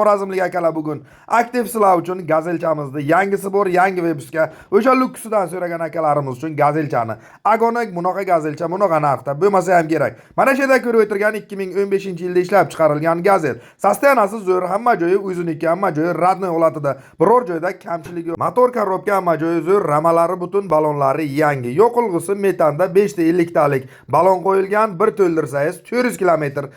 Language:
Uzbek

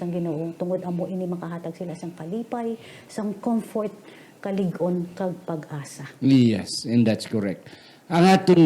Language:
Hiligaynon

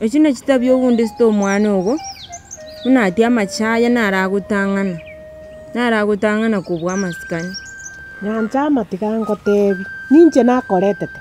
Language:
Gusii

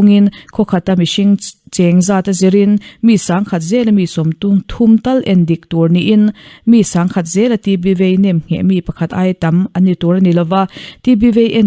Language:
Mizo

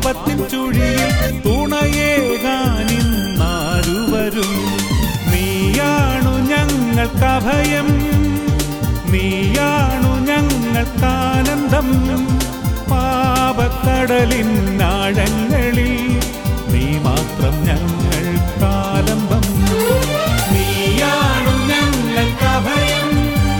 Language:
Malayalam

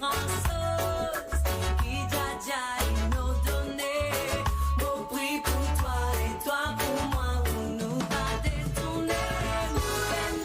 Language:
Morisyen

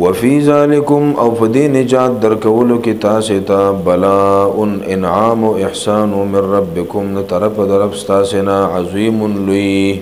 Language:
Pashto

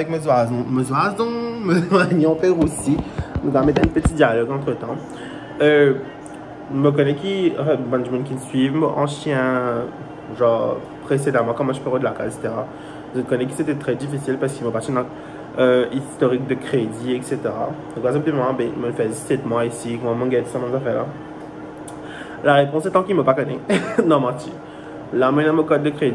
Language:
Morisyen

